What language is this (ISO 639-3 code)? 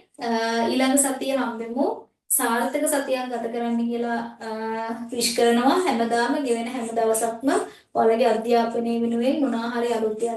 sin